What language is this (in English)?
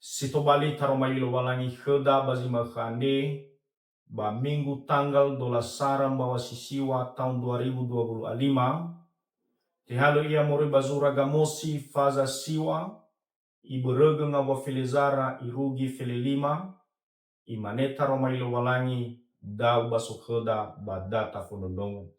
Nias